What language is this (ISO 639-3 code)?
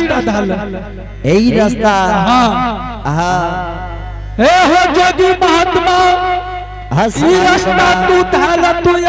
anp